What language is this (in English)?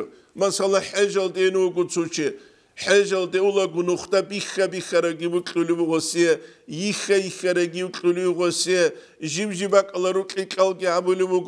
Avaric